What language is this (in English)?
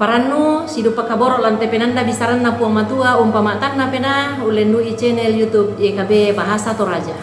Toraja-Sa'dan